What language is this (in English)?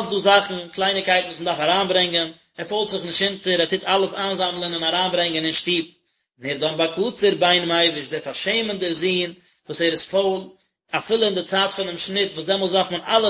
Yiddish